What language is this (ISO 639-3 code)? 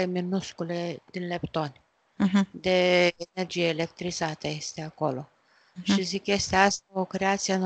ron